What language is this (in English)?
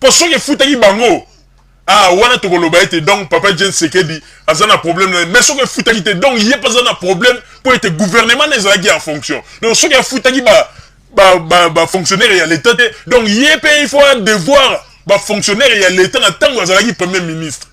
Lingala